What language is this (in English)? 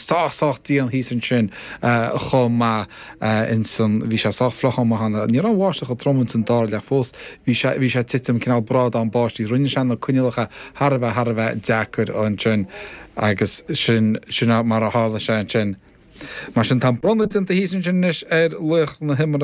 Irish